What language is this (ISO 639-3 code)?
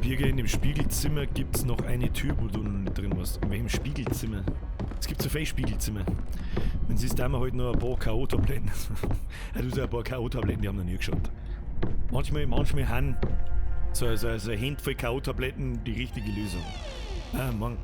bar